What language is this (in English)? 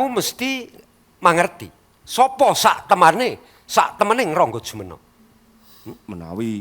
Javanese